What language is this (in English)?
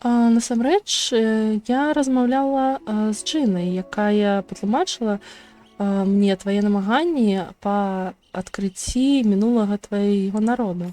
Belarusian